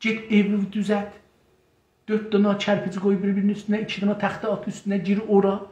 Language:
South Azerbaijani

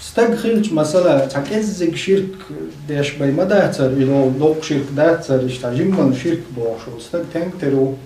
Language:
Chechen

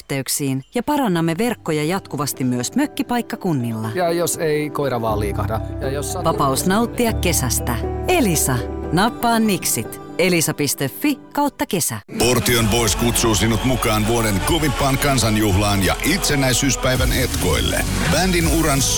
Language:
Finnish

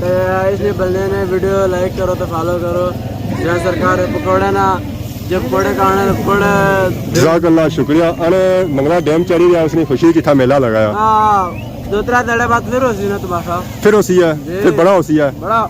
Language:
Pahari-Potwari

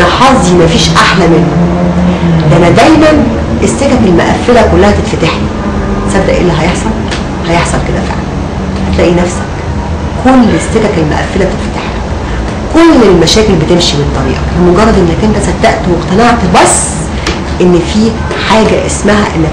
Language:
Egyptian Arabic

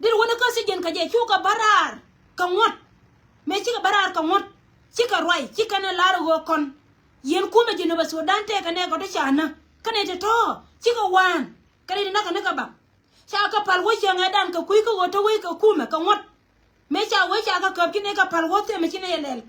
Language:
Nuer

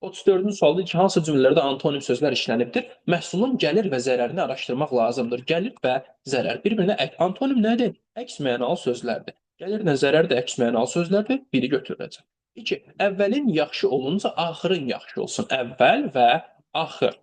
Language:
Azerbaijani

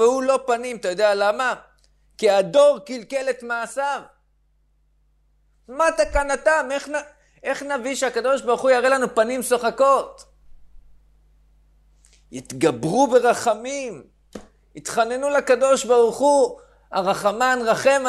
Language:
Hebrew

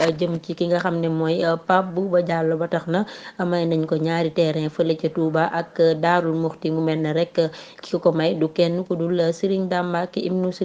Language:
Wolof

